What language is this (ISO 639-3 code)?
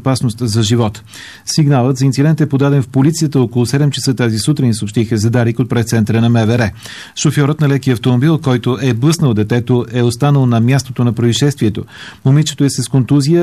bul